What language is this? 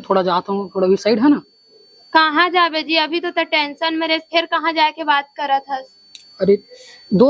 Chhattisgarhi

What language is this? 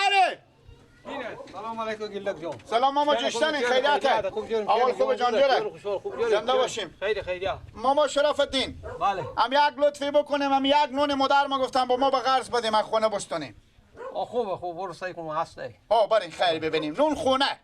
Persian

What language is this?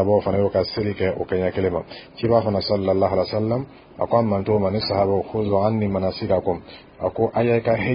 Dyula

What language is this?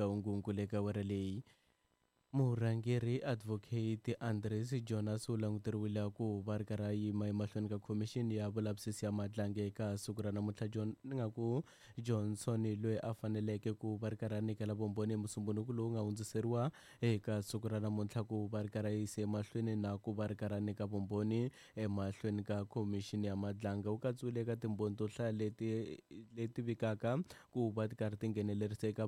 Tsonga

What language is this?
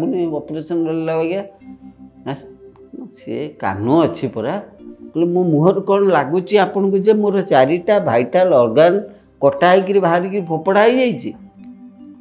Odia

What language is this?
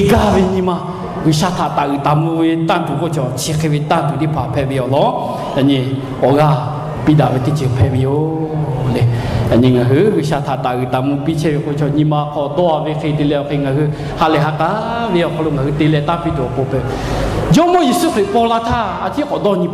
Lahu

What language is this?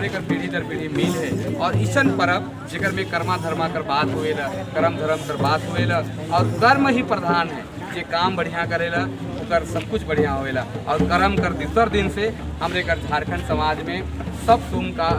Sadri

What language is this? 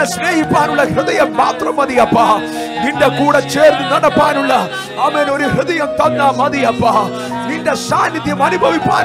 Malayalam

